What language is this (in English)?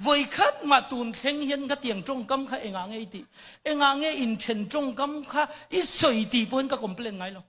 Mizo